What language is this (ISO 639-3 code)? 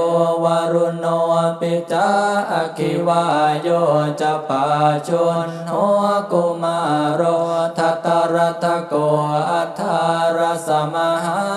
pli